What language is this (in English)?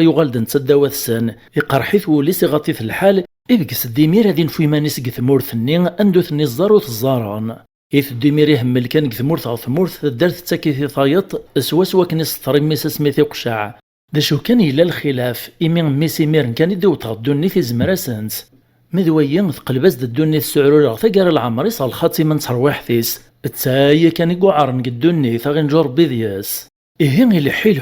Kabyle